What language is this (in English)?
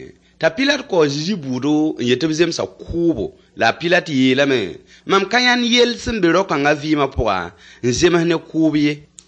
Mossi